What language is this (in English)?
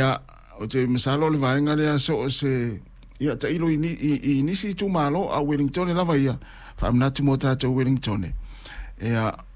Samoan